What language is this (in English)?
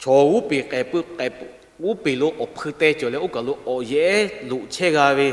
Lahu